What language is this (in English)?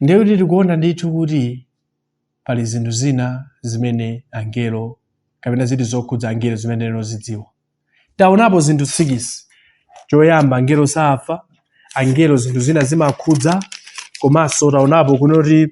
Nyanja